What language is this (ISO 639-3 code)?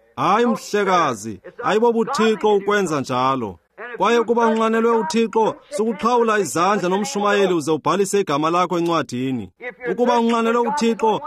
xho